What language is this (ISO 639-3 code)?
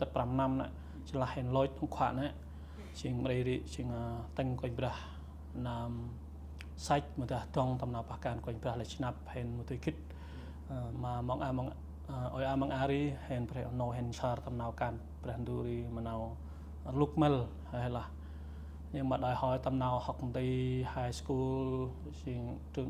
cmo